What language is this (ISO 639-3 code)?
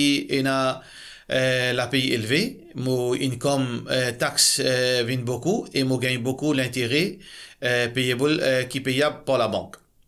mfe